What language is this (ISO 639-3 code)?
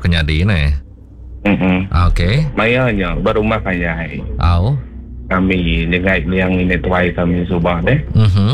iba